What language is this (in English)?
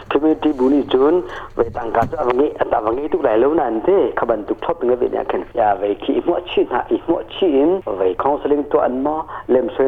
Hakha Chin